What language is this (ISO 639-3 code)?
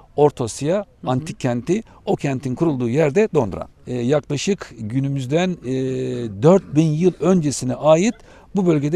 tur